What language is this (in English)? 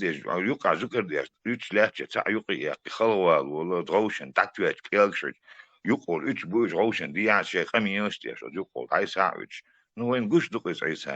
Chechen